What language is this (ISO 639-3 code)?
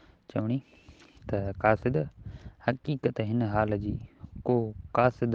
snd